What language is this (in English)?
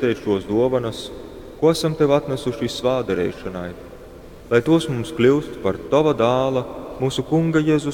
Latgalian